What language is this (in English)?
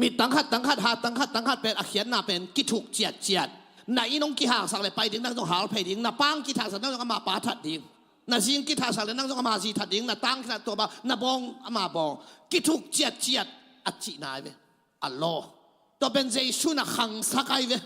Tedim Chin